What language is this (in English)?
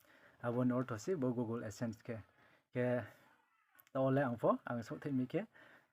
Riang (India)